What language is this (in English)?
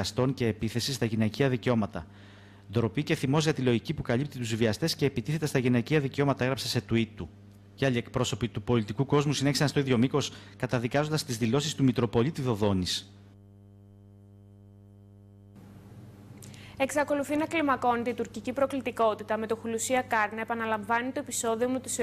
Greek